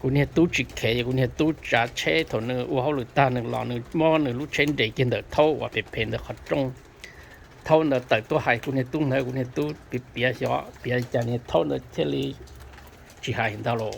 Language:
Hmong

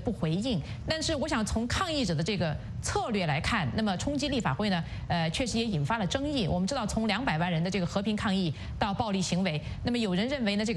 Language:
Chinese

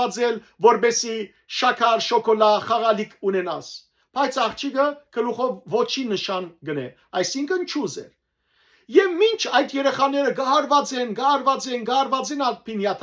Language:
Western Armenian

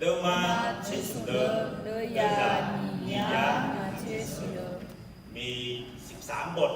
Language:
Akha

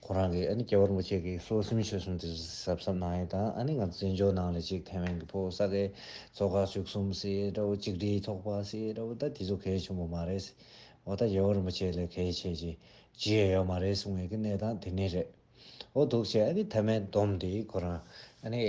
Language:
Tibetan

